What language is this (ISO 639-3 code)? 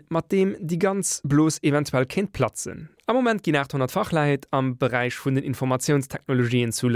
ltz